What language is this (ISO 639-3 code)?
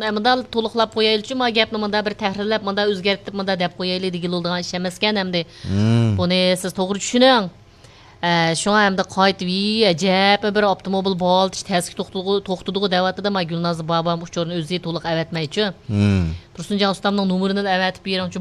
uig